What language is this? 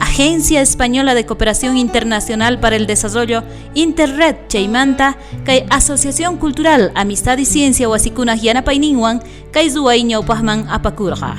South Bolivian Quechua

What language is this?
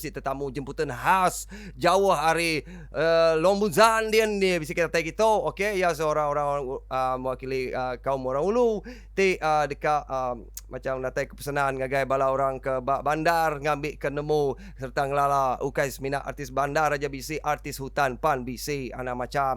Iban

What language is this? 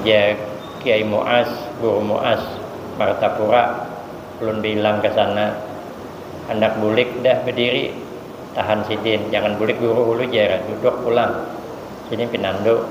Banjar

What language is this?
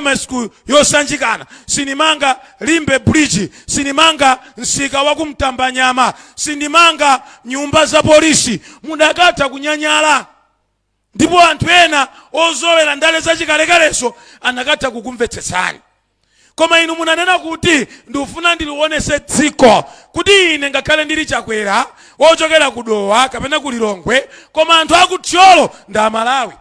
Nyanja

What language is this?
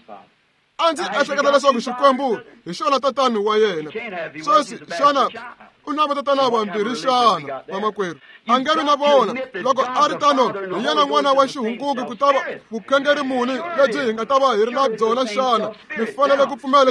Tsonga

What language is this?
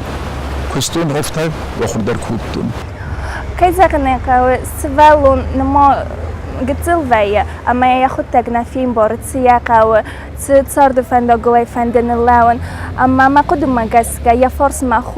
Ossetic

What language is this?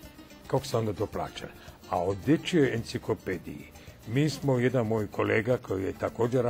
Serbian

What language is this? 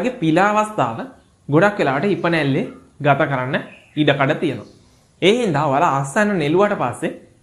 Sinhala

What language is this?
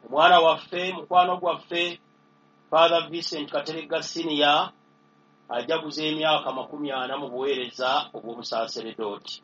Ganda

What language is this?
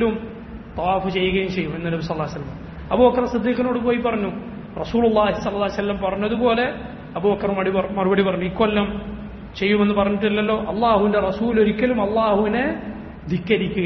Malayalam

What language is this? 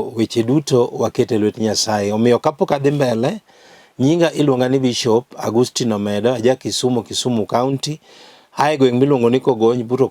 Luo (Kenya and Tanzania)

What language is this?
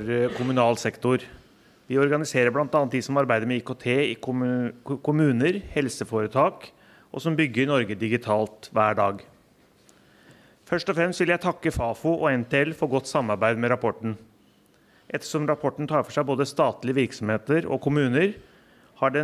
Norwegian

